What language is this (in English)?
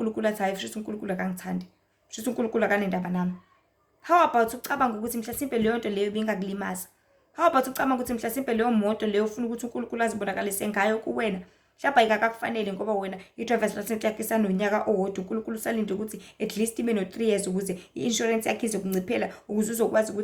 Zulu